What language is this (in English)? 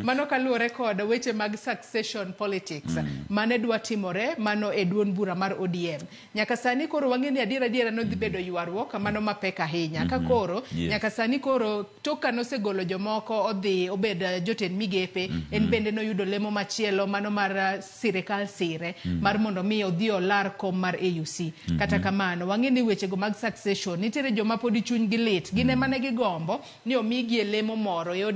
Luo (Kenya and Tanzania)